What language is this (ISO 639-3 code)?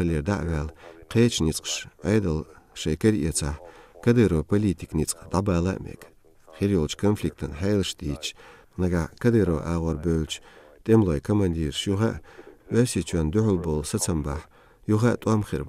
che